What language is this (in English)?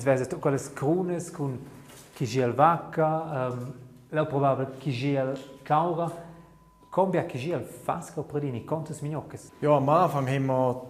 Romansh